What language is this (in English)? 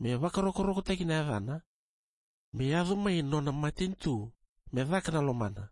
Fijian